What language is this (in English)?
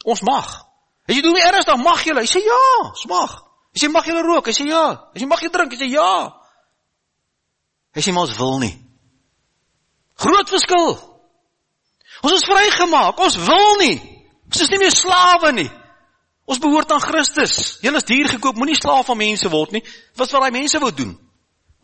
Afrikaans